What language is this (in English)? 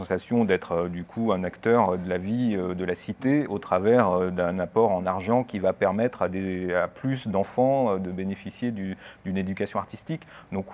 French